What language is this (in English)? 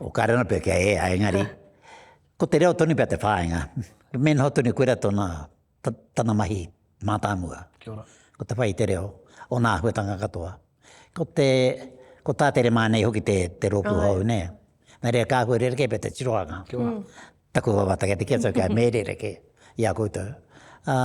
Māori